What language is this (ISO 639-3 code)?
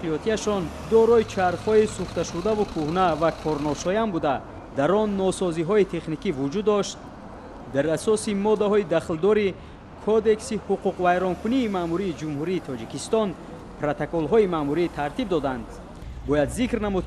tgk